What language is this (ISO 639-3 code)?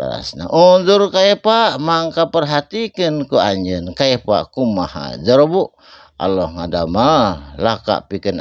sun